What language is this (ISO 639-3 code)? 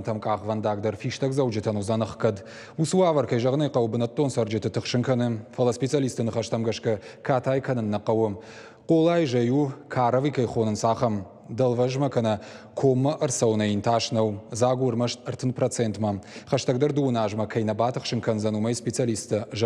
oss